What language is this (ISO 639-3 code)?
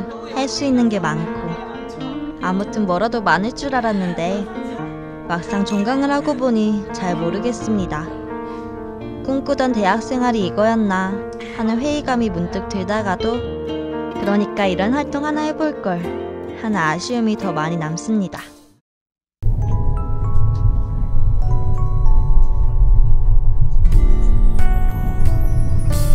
kor